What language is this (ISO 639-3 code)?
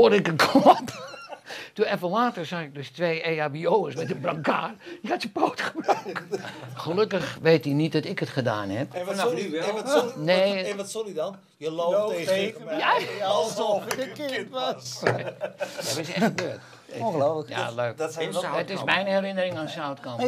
nld